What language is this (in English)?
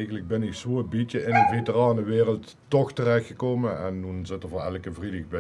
Limburgish